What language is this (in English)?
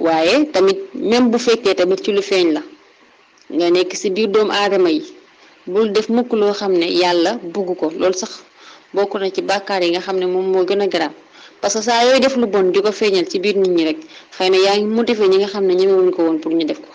Wolof